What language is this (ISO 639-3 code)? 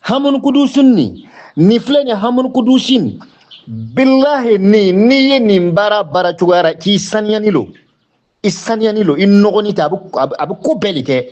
bam